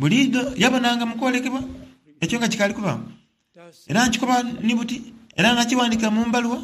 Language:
Soga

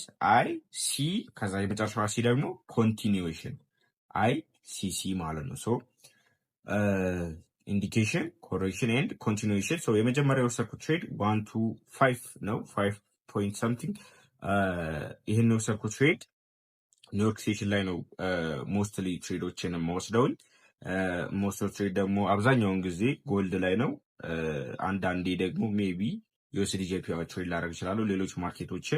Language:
Amharic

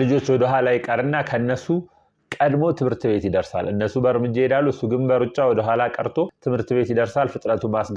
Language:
Amharic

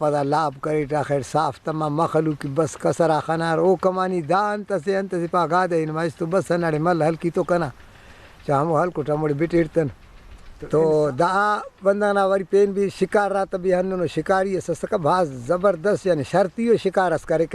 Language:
Brahui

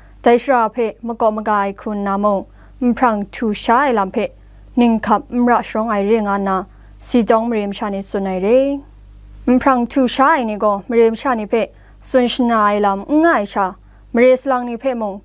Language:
Kachin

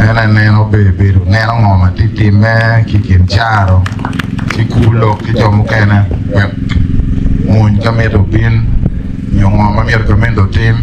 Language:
Acoli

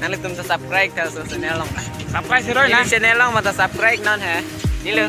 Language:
Karbi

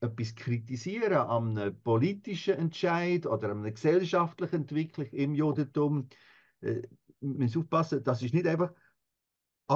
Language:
Swiss German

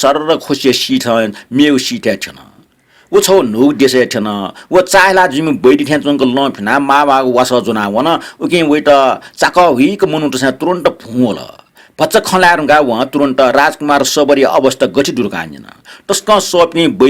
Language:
Newari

